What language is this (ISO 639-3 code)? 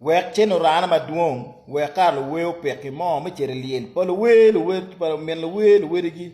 ach